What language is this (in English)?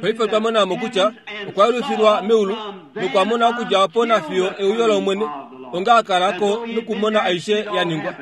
Kuanyama